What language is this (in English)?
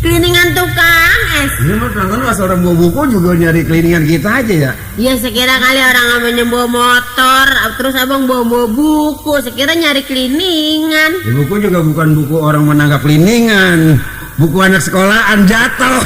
Betawi